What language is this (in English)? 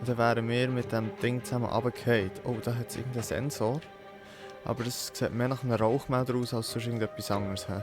Swiss German